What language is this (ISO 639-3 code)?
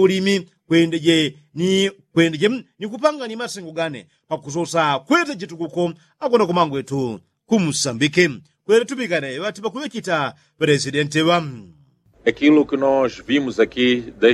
yao